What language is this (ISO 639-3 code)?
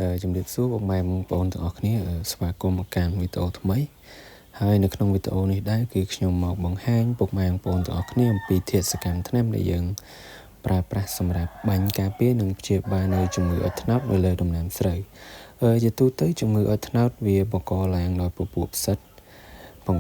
khm